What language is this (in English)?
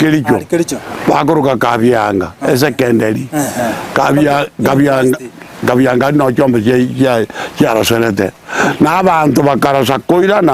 Gusii